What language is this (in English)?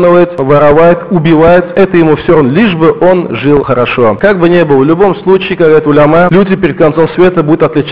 Russian